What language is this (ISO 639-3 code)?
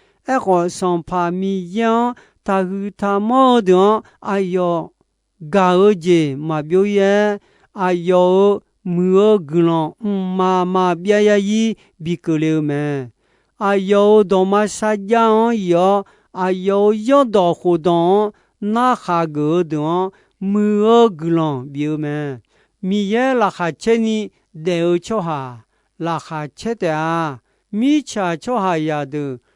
ahk